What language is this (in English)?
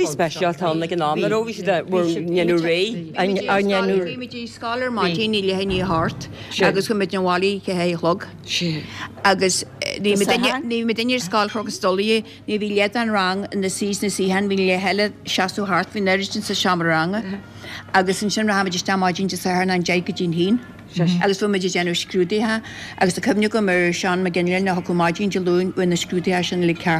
Irish